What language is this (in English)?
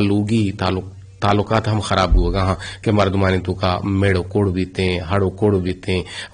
Eastern Balochi